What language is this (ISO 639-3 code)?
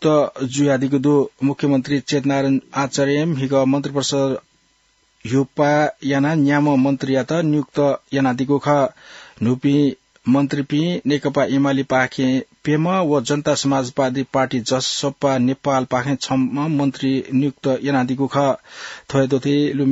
new